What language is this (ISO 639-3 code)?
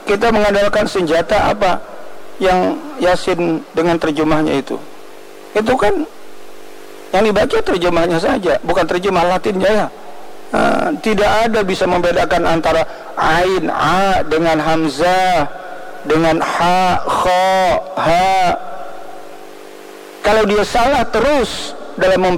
ind